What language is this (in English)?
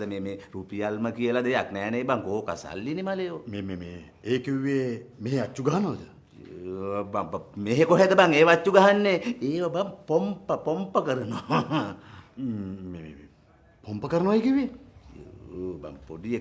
Sinhala